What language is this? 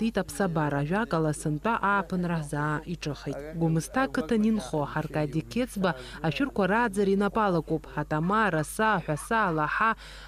Abkhazian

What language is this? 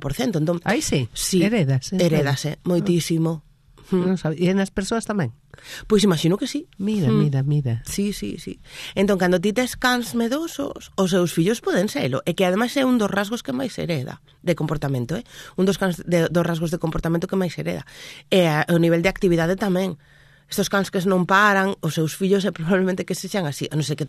Galician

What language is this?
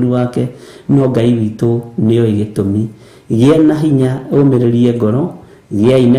Kikuyu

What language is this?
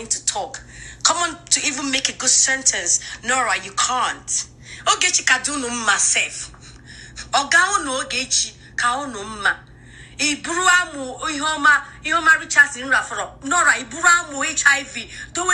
Igbo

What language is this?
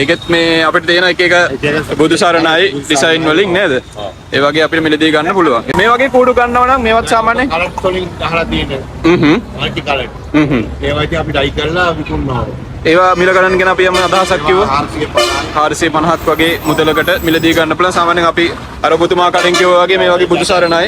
Sinhala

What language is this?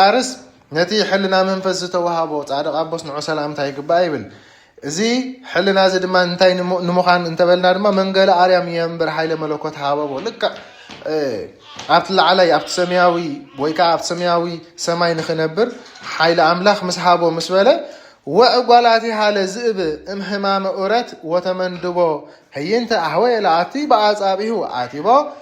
Tigrinya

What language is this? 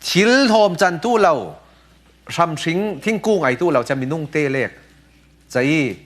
Falam Chin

